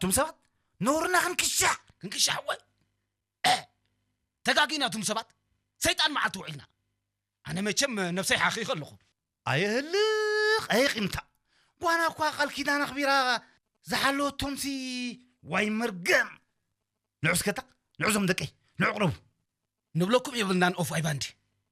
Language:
Tigrinya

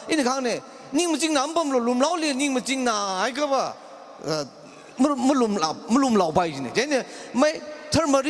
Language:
Tangkhul Naga (India)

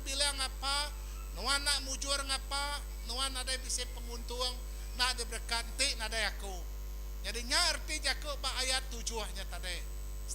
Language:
Iban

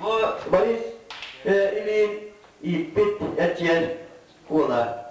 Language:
Yakut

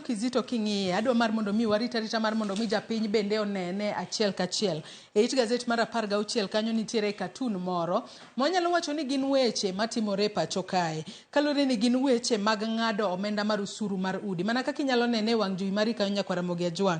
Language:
Luo (Kenya and Tanzania)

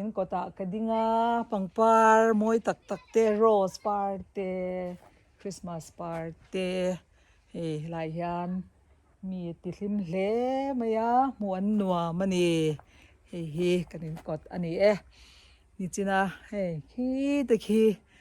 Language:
Mizo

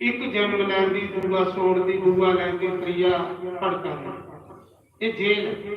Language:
Dogri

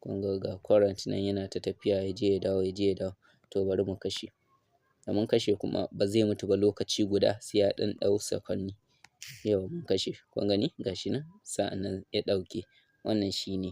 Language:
Hausa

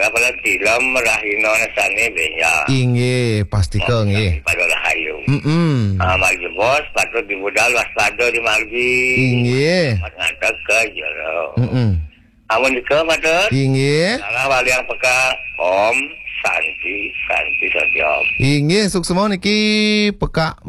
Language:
Balinese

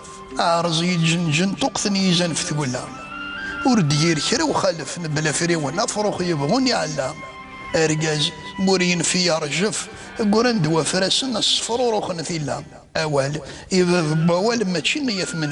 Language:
Kabyle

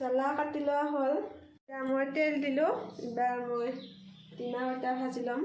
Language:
Assamese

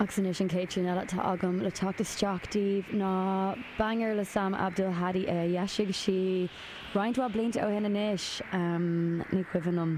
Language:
Irish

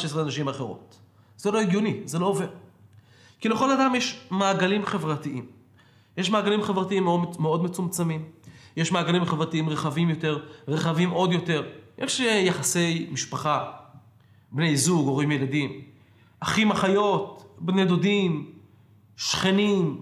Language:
Hebrew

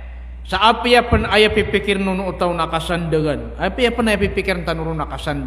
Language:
Maranao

